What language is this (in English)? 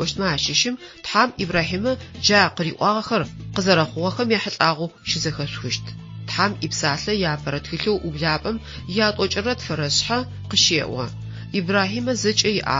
Adyghe